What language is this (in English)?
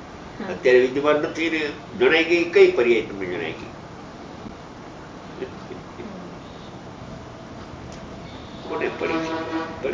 Gujarati